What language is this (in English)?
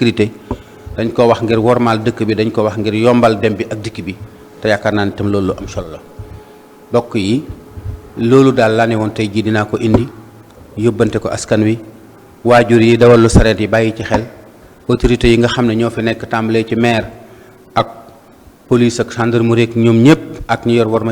Wolof